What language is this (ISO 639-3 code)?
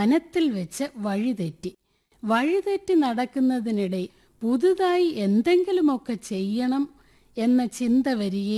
mal